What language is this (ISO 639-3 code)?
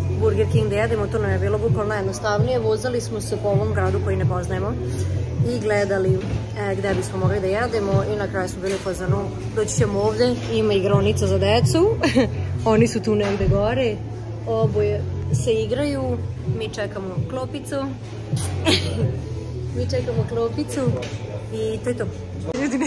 srp